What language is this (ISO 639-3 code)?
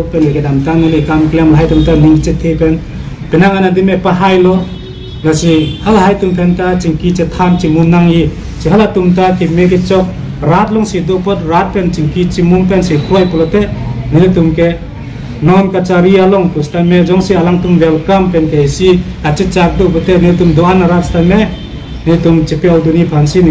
mjw